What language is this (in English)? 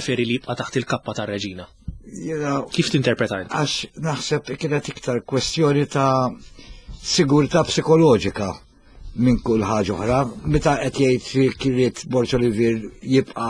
Maltese